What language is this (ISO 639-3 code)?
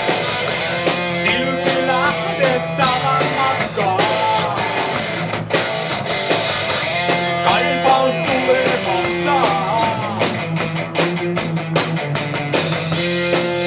fin